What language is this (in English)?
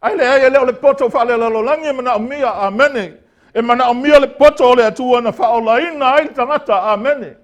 Samoan